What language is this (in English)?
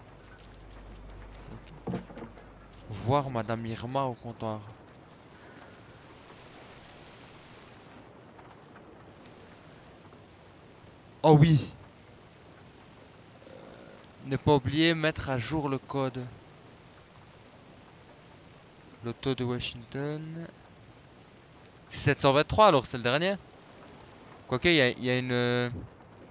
French